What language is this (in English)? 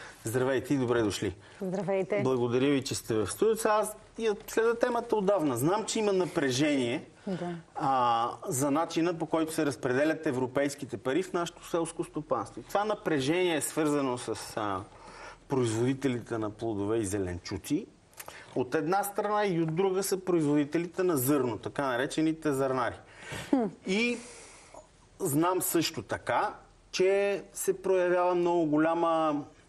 Bulgarian